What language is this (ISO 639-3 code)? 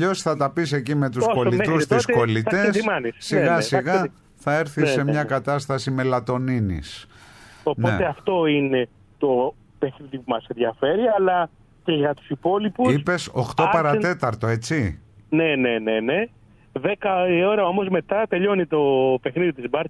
ell